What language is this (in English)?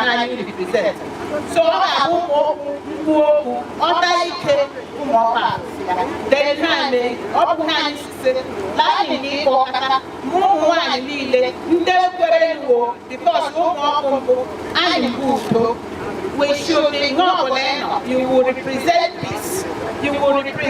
Igbo